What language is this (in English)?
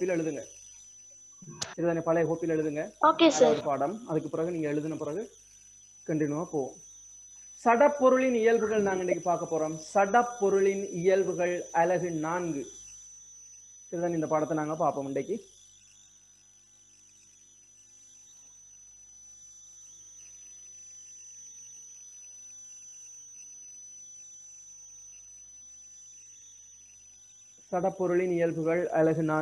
Tamil